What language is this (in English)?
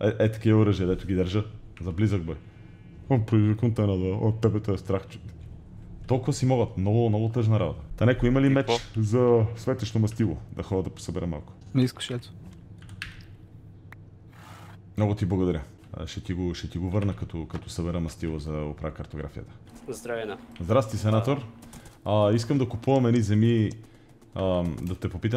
Bulgarian